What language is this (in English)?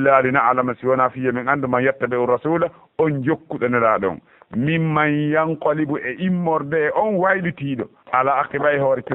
Fula